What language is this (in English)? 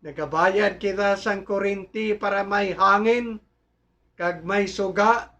Hiligaynon